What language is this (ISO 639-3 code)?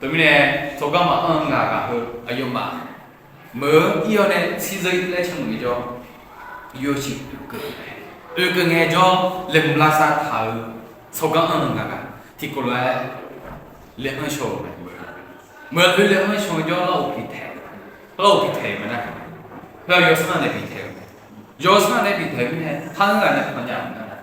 ahk